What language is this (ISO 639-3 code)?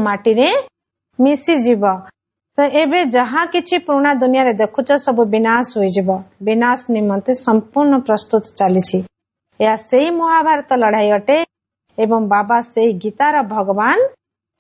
ori